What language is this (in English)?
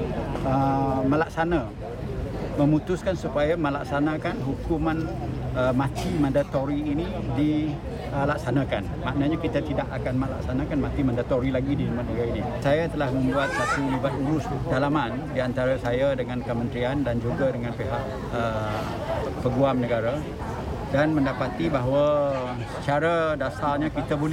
Malay